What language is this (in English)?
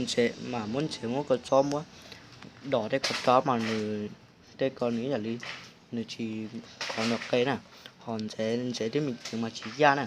Hmong